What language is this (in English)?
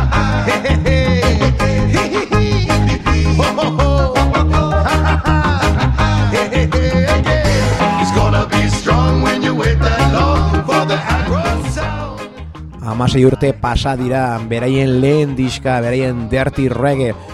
Basque